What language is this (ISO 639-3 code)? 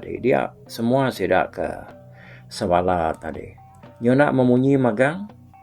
iba